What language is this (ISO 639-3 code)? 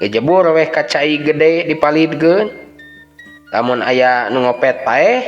sun